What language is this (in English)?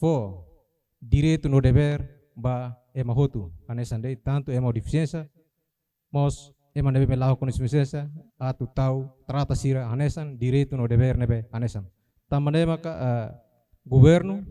Tetum